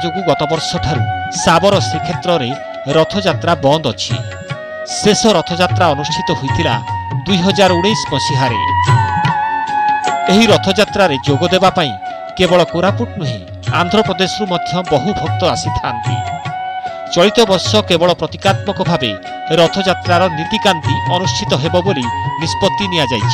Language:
Odia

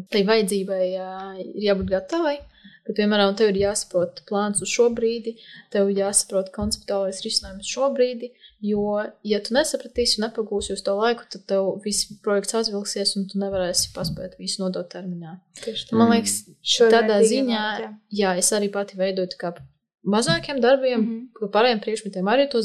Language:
Latvian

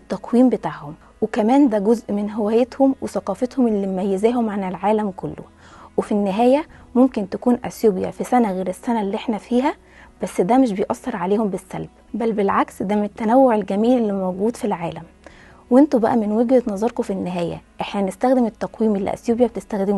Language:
Egyptian Arabic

